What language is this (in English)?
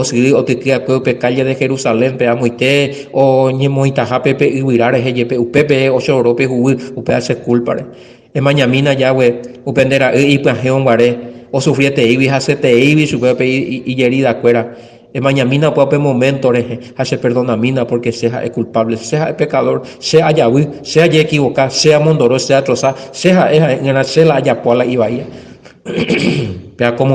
Guarani